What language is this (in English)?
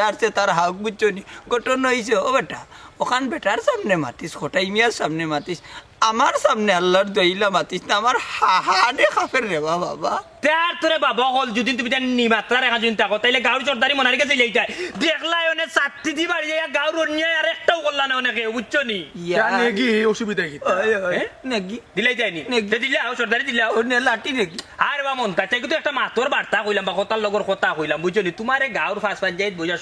Sylheti